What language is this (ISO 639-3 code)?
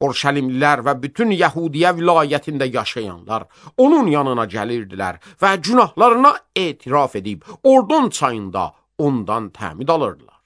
aze